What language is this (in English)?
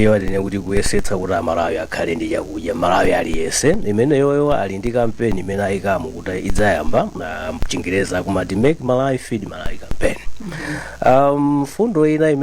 Nyanja